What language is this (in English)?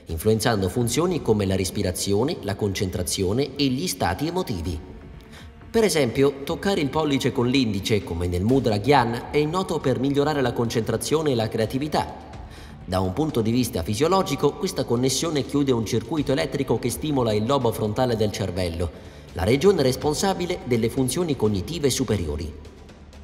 Italian